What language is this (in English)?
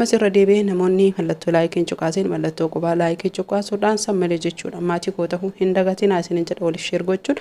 Oromo